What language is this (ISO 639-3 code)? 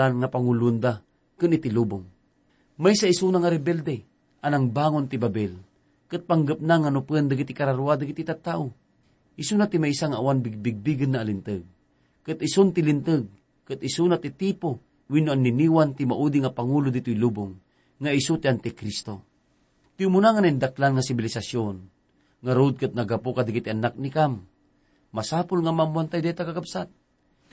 ilo